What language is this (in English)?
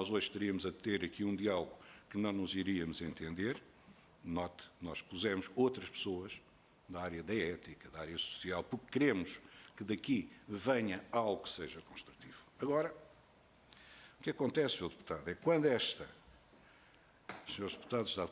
Portuguese